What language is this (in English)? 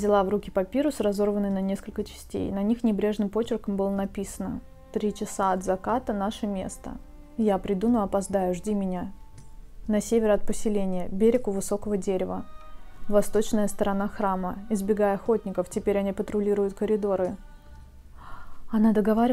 Russian